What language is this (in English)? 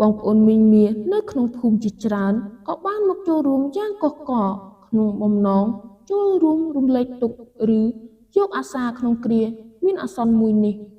Khmer